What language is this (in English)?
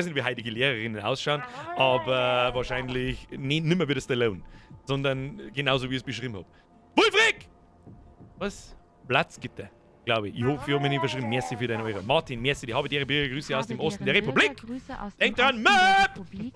Bavarian